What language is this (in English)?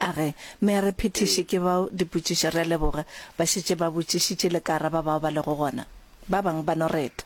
Northern Sotho